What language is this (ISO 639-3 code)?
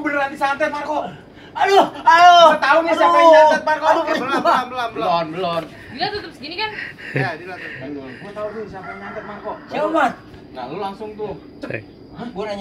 bew